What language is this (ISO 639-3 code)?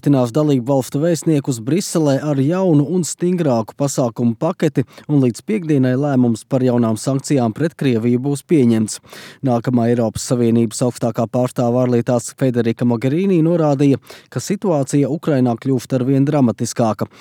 lav